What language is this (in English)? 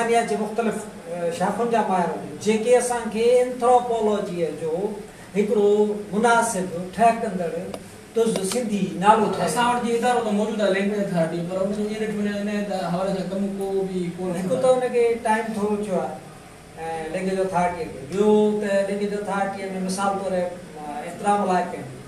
Sindhi